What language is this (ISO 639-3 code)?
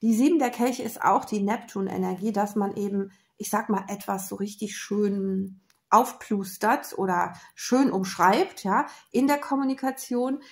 deu